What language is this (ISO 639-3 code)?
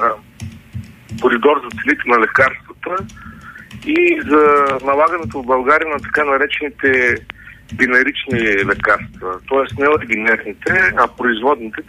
bul